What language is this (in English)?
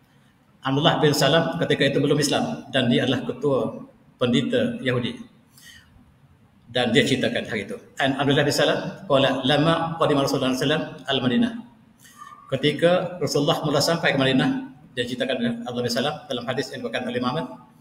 Malay